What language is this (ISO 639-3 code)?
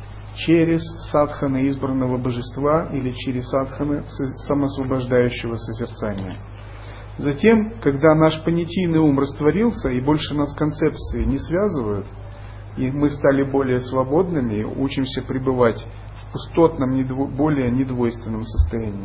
rus